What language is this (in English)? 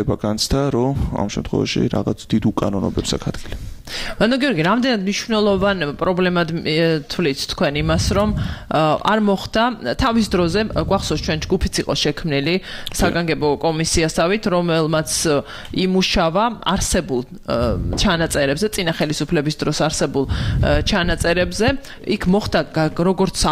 Georgian